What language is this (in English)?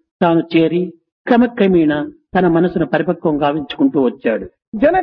Telugu